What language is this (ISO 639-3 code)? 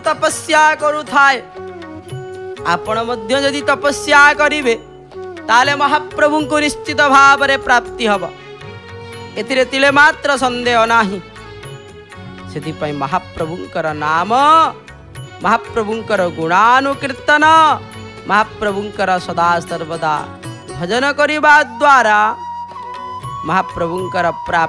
ori